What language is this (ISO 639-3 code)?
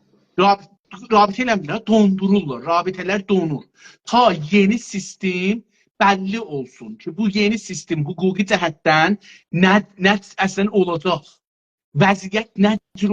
azb